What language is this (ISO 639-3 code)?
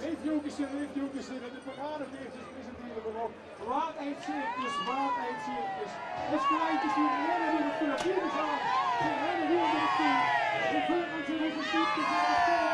lim